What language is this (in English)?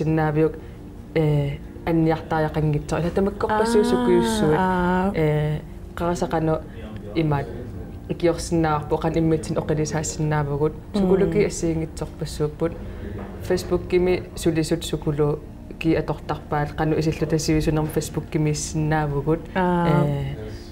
Kalaallisut